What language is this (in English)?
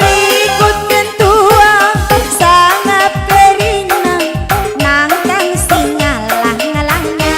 Batak Karo